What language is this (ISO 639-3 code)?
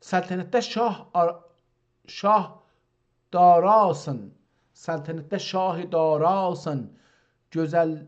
azb